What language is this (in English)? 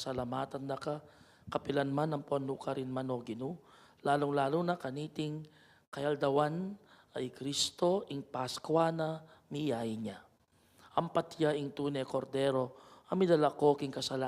Pampanga